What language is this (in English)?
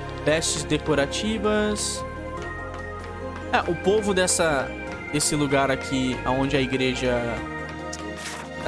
Portuguese